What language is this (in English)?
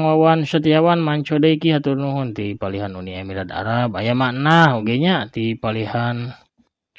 Sundanese